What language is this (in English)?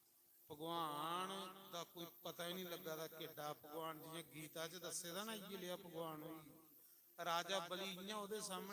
Dogri